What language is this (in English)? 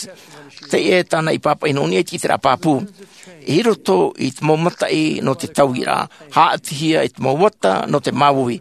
Tahitian